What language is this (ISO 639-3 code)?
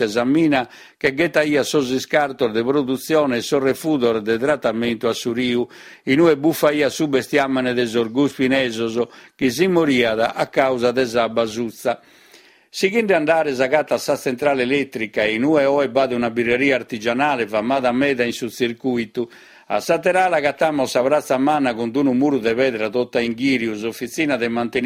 srd